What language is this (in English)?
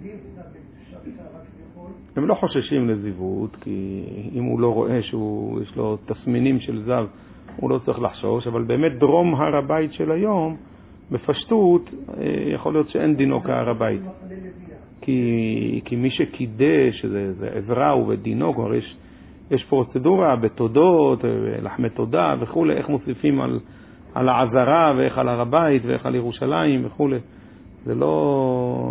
Hebrew